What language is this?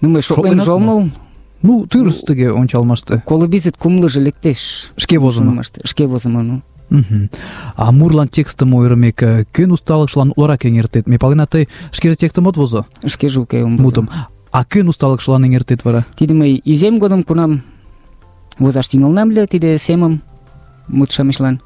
Mari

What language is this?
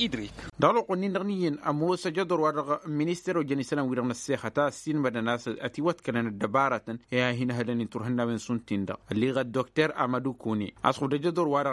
Tamasheq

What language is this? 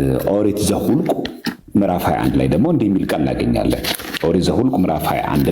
Amharic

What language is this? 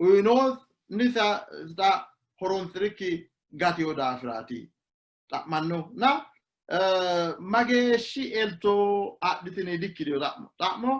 Sidamo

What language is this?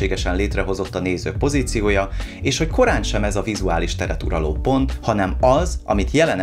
Hungarian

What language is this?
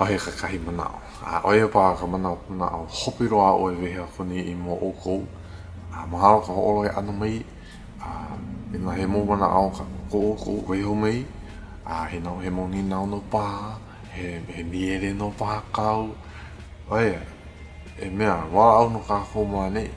Hawaiian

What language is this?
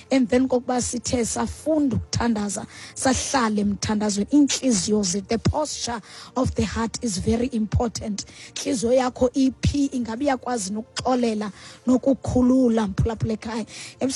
Xhosa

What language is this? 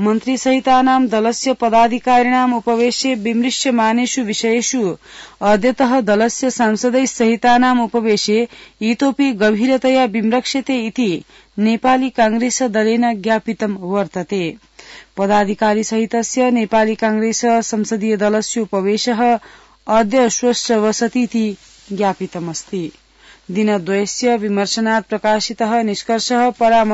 Sanskrit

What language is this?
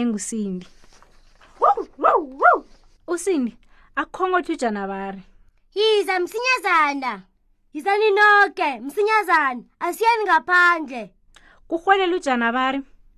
South Ndebele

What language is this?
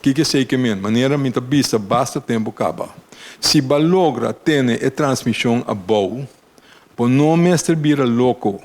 Papiamento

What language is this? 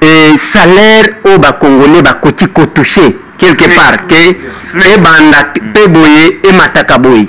Lingala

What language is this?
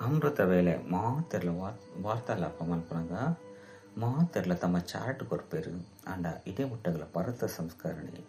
Tulu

